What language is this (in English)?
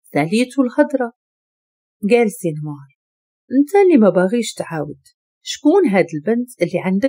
Moroccan Arabic